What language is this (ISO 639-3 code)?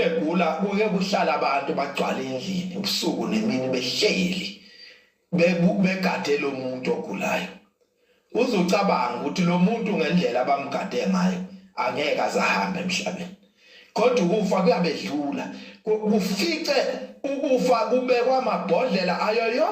zul